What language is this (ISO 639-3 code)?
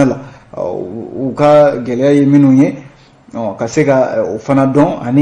bam